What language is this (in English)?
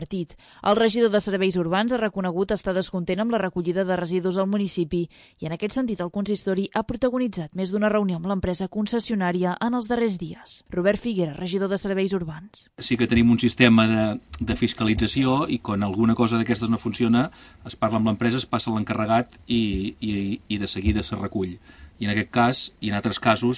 Catalan